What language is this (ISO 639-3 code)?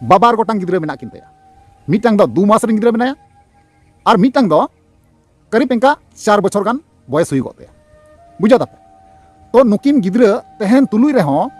sat